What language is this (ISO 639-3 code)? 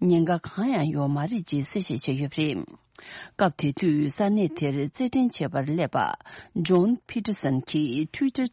bod